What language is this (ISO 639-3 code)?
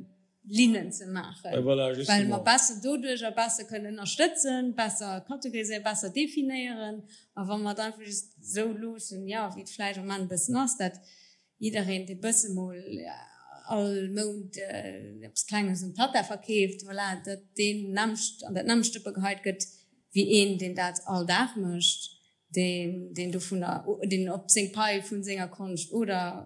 ltz